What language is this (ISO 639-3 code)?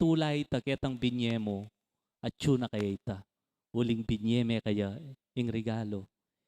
pam